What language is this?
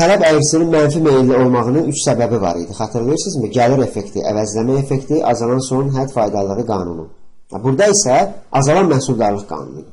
Azerbaijani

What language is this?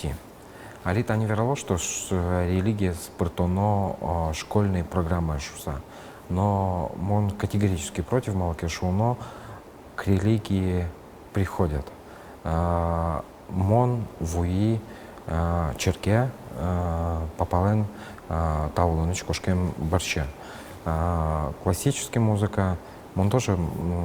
Udmurt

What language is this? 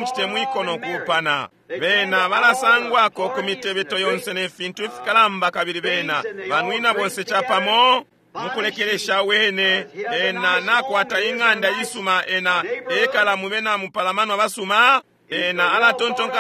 Bemba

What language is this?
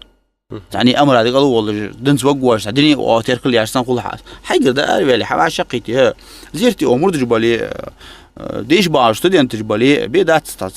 Ingush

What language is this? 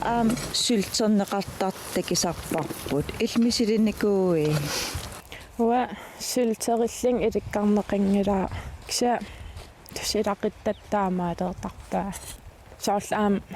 Kalaallisut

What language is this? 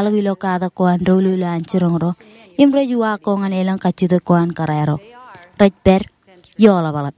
Marshallese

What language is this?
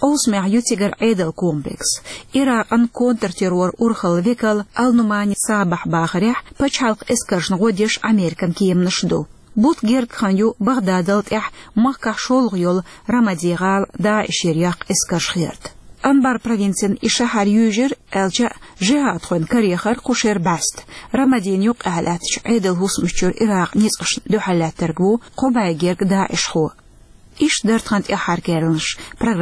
Chechen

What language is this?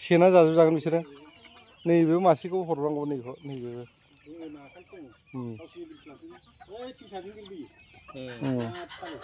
Bodo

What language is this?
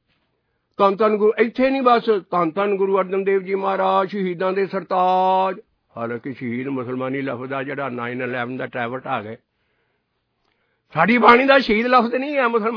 Punjabi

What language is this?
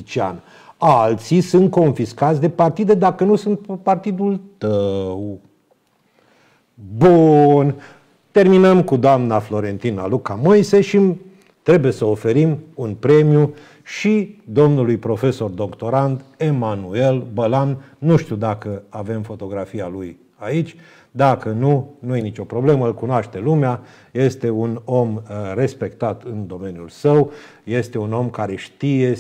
Romanian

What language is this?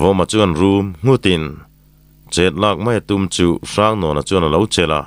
Mizo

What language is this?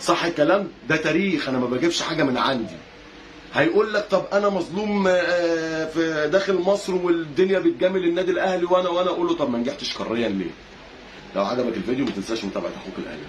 Egyptian Arabic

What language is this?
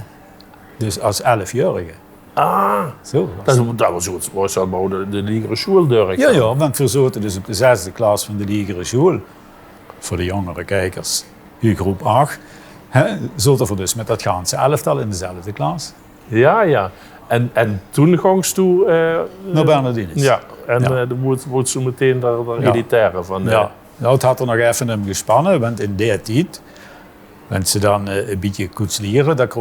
Limburgish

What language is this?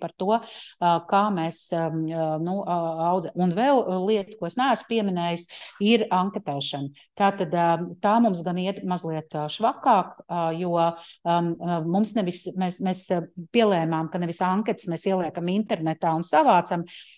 Latvian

